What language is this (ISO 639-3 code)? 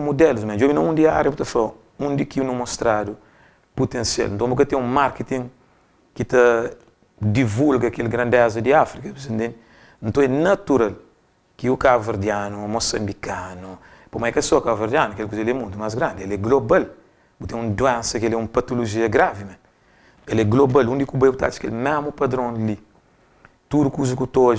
kea